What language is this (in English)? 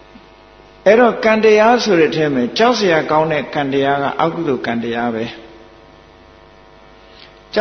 Burmese